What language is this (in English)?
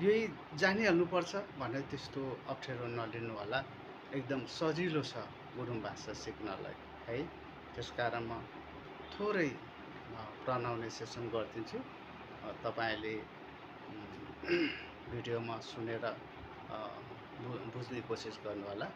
Nepali